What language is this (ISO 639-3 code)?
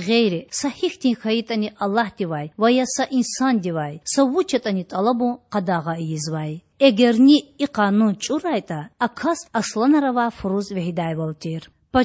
lez